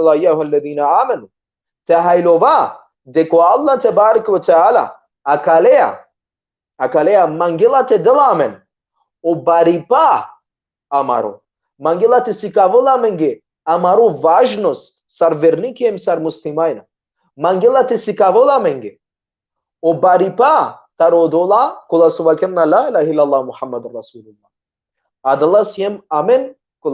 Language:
Balkan Romani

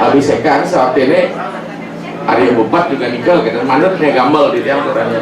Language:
Balinese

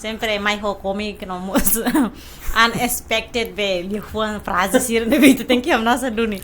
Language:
Tetum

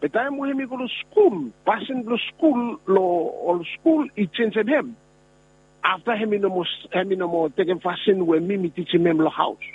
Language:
Bislama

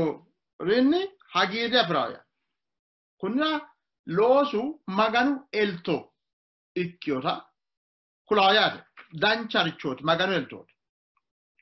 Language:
Sidamo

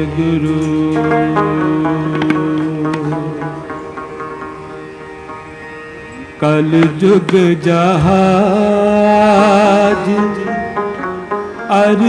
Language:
Hindi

